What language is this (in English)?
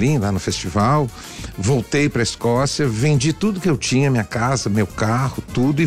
Portuguese